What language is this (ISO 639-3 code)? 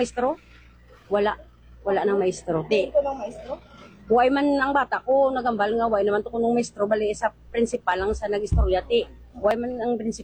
fil